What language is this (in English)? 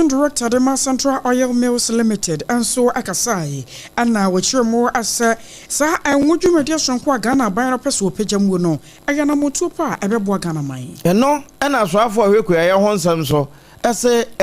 Akan